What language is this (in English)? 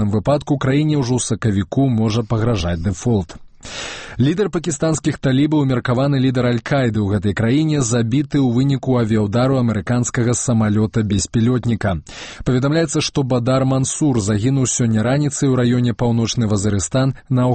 Belarusian